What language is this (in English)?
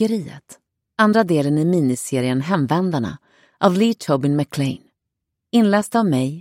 Swedish